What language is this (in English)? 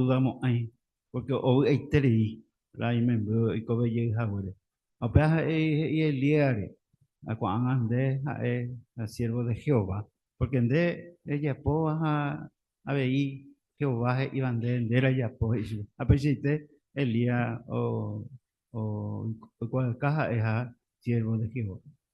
Guarani